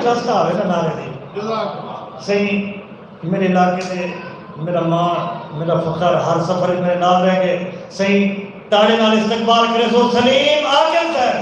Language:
Saraiki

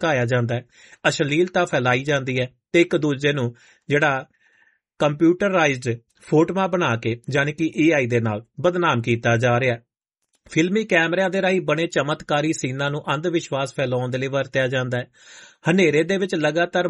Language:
Punjabi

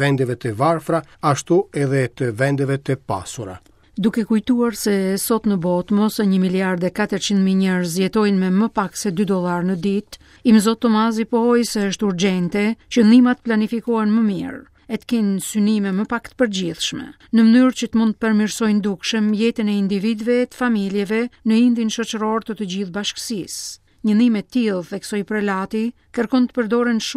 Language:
Albanian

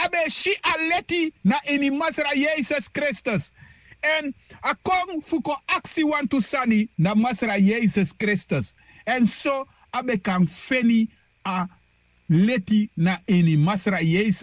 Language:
Sranan Tongo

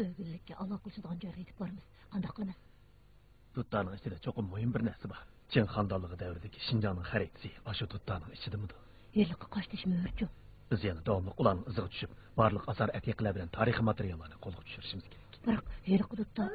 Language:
Uyghur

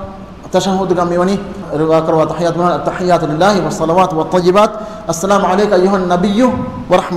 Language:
Divehi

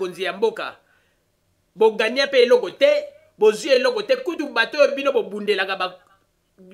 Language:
Lingala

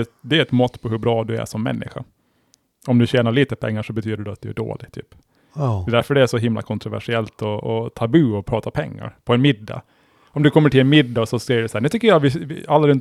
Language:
Swedish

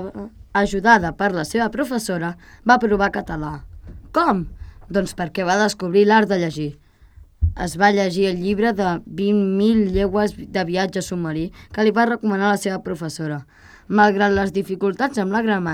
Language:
Catalan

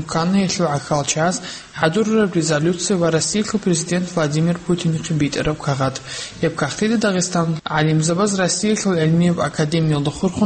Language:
Avaric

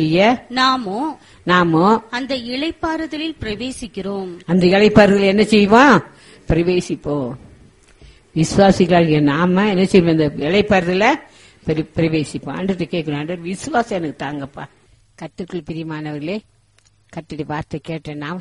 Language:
Tamil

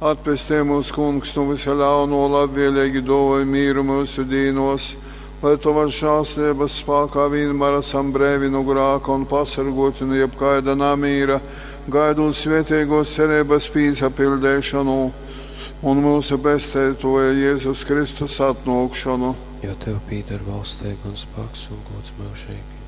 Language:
Latgalian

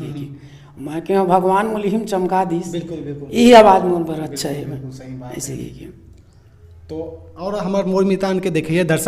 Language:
Chhattisgarhi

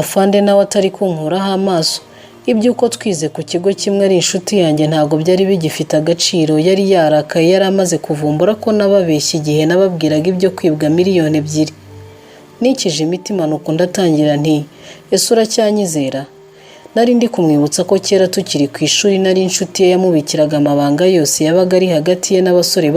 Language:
Kinyarwanda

